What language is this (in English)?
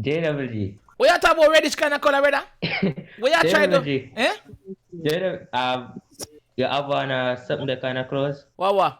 Jamaican Creole English